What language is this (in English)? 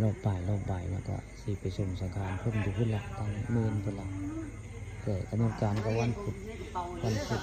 Northeastern Thai